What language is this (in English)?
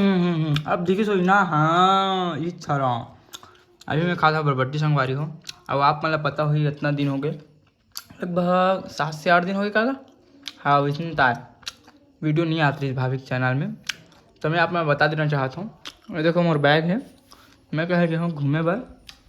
Chhattisgarhi